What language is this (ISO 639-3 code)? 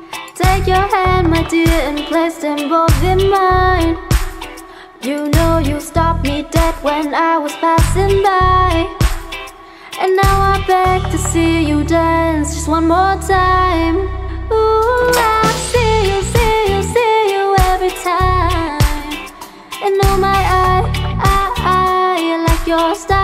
eng